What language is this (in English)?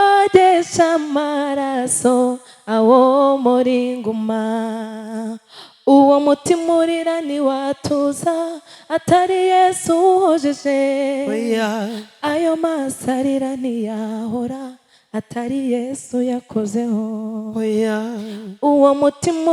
Kinyarwanda